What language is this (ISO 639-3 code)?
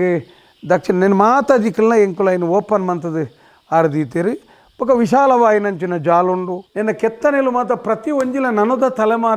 tcy